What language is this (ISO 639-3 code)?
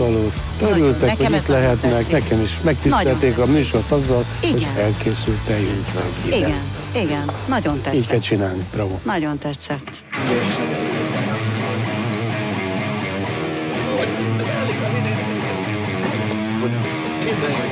hun